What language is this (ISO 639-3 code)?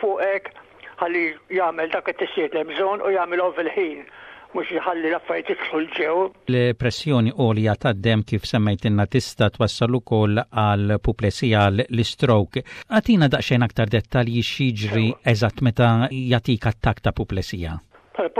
mlt